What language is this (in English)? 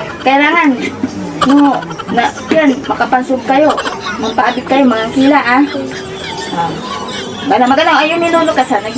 Pangasinan